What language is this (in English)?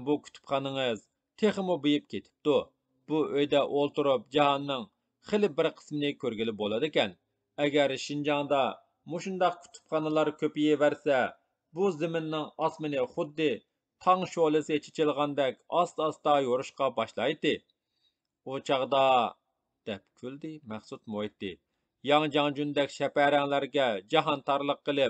Uyghur